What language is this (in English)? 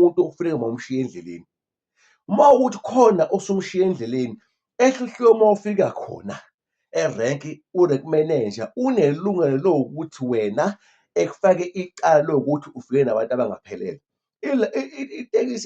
Zulu